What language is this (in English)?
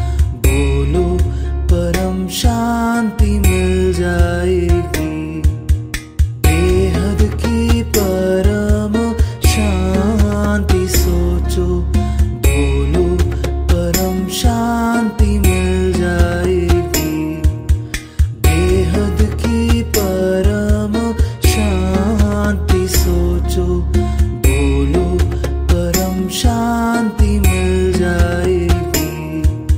Hindi